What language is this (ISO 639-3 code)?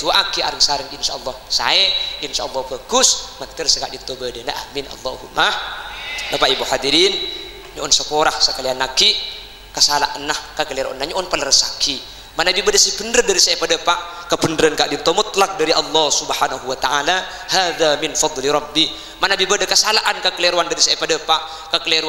mad